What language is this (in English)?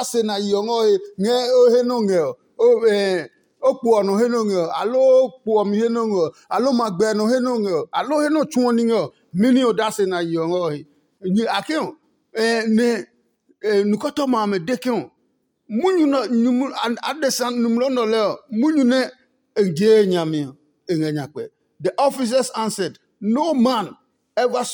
Adangme